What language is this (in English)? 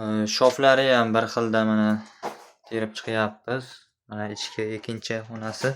Uzbek